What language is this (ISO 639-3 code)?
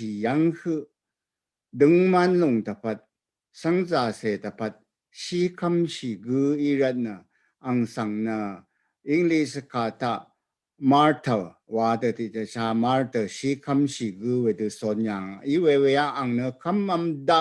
raw